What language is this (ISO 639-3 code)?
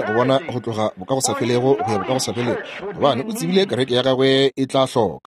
nso